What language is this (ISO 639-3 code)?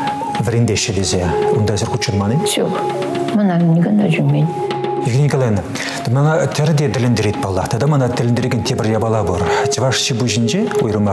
chv